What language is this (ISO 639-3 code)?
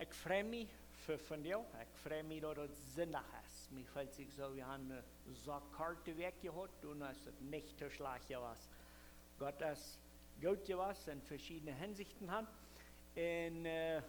pdt